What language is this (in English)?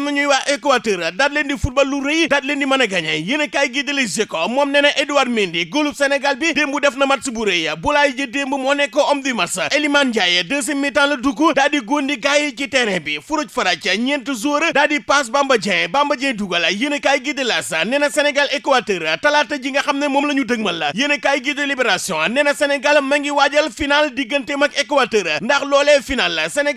Wolof